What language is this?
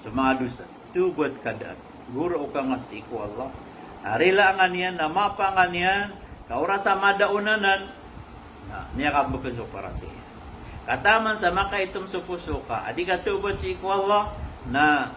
Maranao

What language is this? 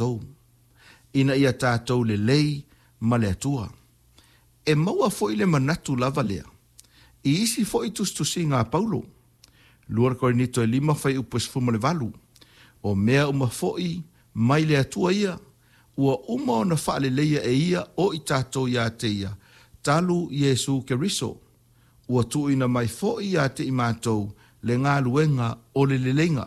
Samoan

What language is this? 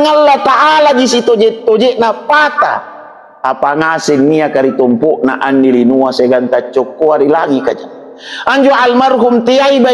Makasar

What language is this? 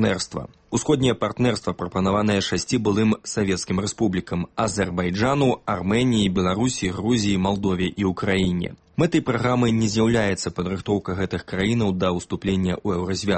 Belarusian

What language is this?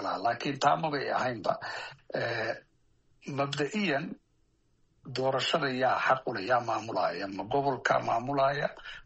Somali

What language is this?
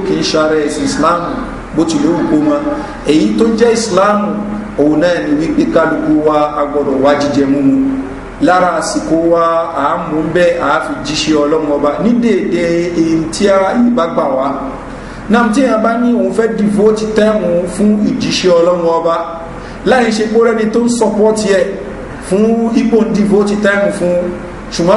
Yoruba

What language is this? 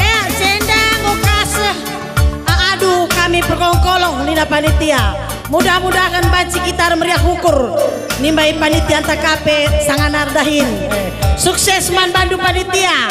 Batak Karo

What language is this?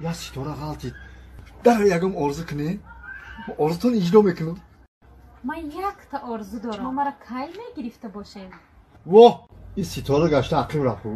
Tajik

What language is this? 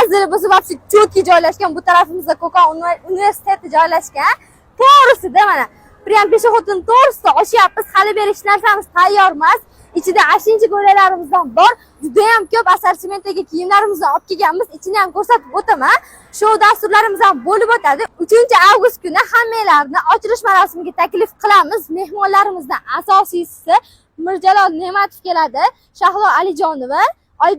Uzbek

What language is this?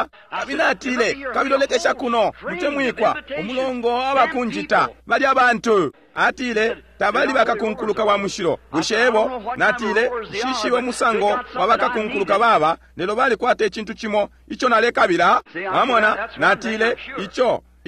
Bemba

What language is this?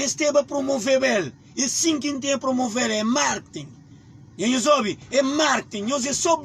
Kabuverdianu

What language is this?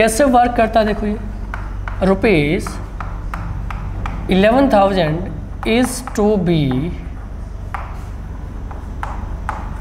Hindi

